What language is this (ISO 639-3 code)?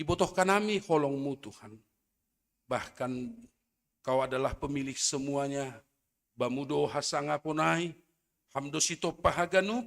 bts